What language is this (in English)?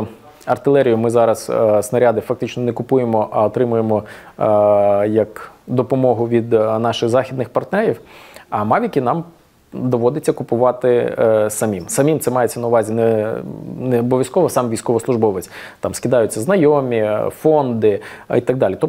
Ukrainian